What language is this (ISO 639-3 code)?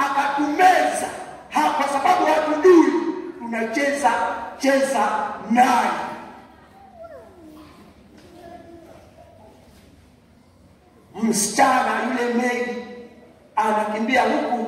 swa